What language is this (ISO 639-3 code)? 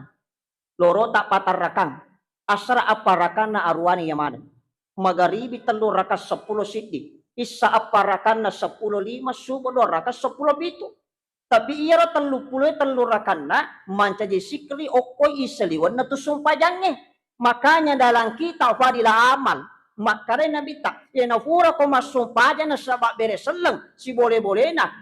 bug